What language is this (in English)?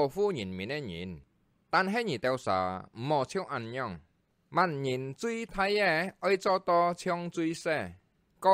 Hakka Chinese